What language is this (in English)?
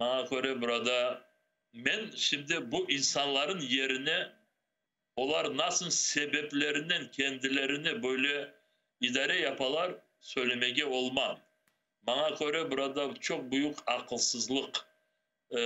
Crimean Tatar